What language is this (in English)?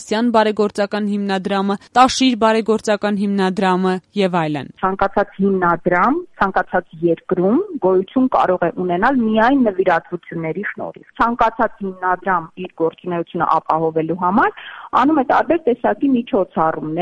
Armenian